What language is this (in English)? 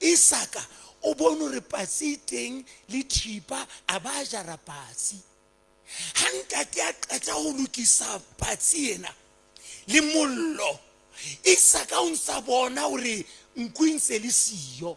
Southern Sotho